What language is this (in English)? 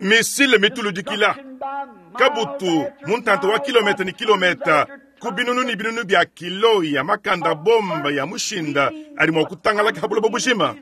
Luba-Lulua